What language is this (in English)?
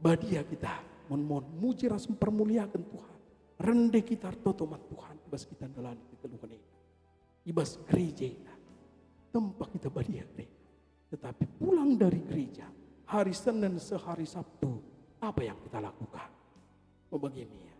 Batak Karo